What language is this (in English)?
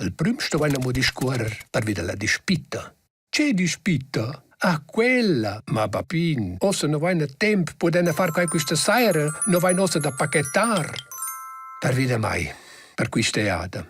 Romansh